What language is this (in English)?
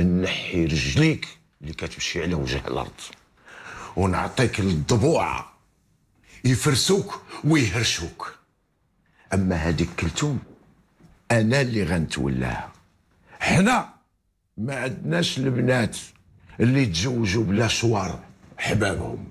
Moroccan Arabic